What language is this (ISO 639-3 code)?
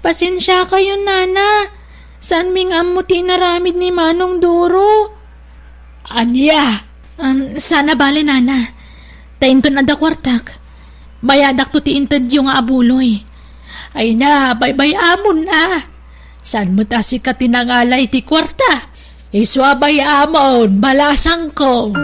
ilo